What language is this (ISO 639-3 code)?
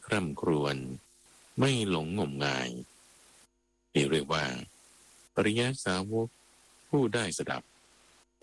tha